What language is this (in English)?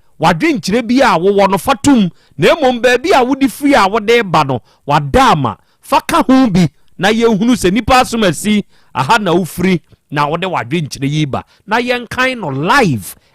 Akan